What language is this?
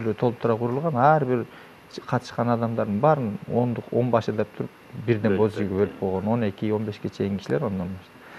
Kyrgyz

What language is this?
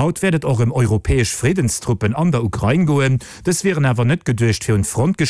Luxembourgish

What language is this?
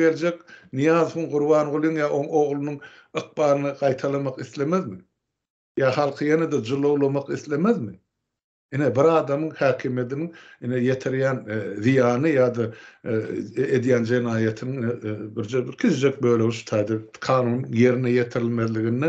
Turkmen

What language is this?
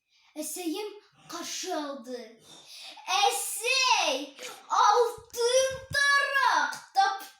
Bashkir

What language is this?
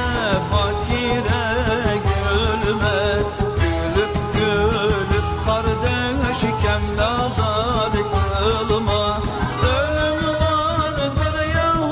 Turkish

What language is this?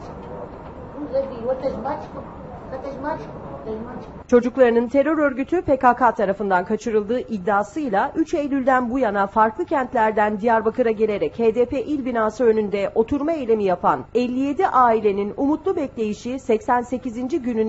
Turkish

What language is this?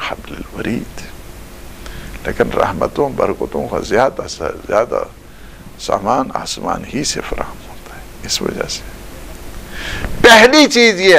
Urdu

